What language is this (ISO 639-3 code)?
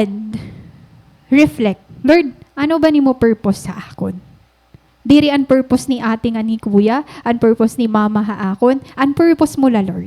war